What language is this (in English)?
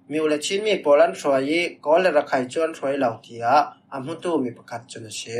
Falam Chin